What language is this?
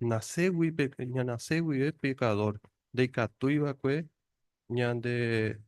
Guarani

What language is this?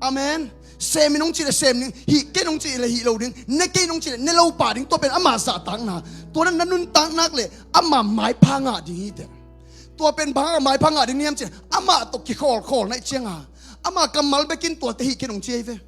Tedim Chin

